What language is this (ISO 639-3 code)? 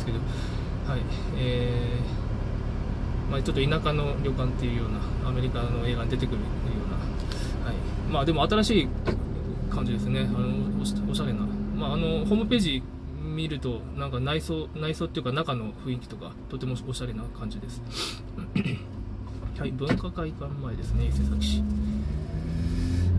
jpn